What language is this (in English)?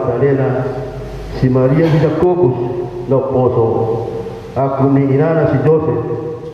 Batak Toba